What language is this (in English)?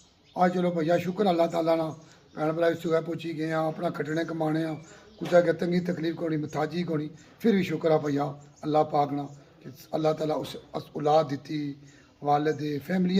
Pahari-Potwari